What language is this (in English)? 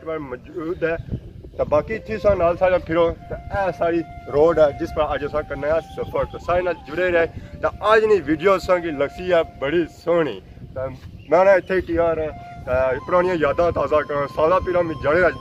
Pahari-Potwari